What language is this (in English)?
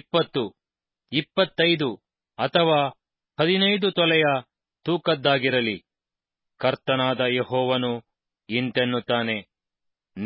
Kannada